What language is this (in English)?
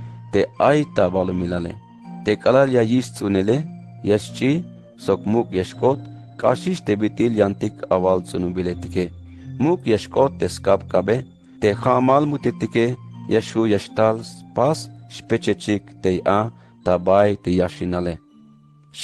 Tzeltal